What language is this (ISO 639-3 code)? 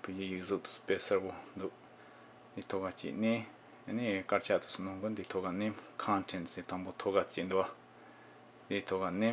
bod